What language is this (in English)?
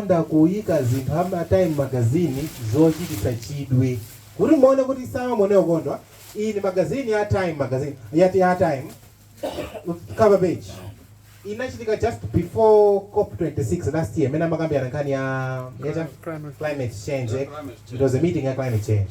Nyanja